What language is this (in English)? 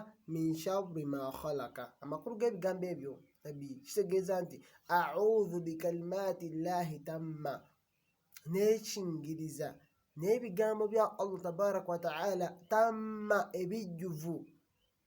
Ganda